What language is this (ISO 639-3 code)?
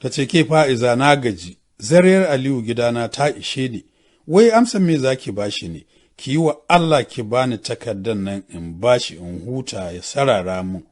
hau